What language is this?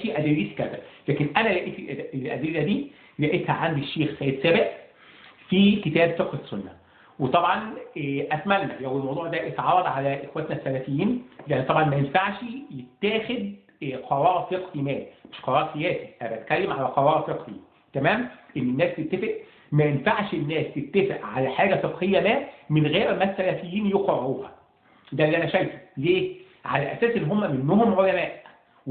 Egyptian Arabic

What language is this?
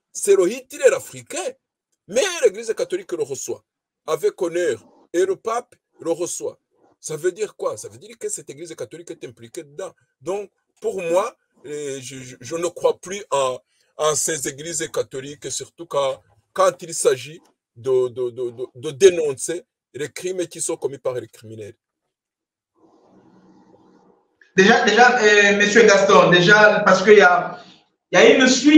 French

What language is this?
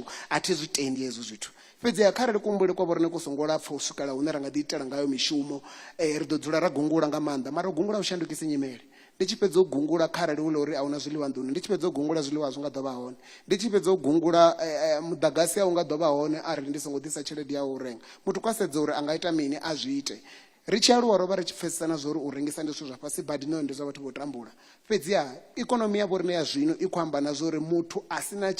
Venda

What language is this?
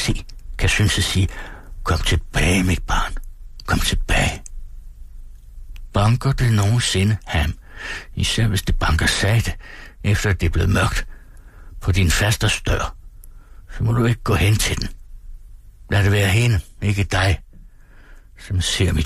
Danish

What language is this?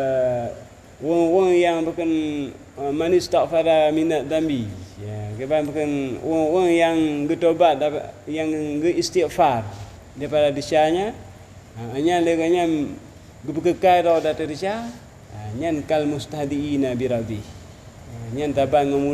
Achinese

